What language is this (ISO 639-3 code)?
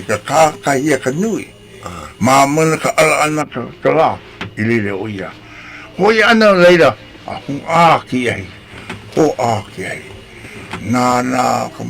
haw